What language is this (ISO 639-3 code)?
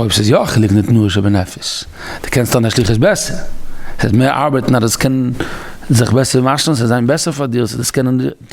yid